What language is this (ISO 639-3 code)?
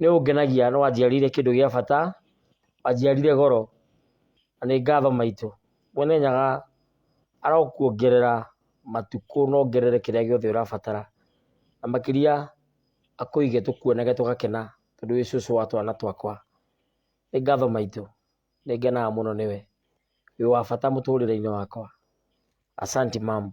kik